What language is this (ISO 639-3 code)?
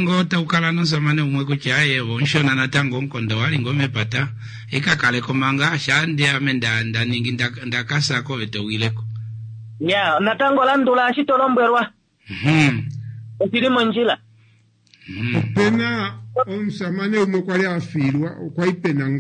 kua